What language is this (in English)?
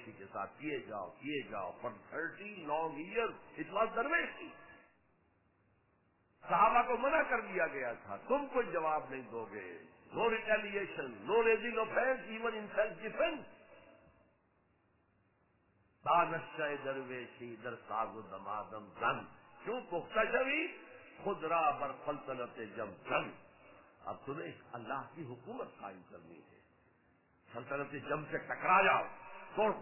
Urdu